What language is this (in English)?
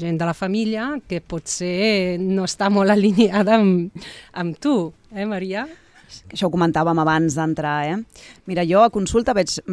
Catalan